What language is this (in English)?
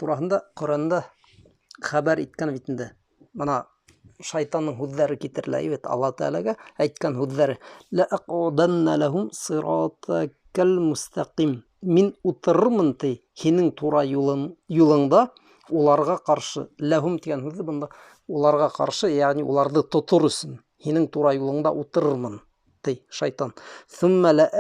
Bashkir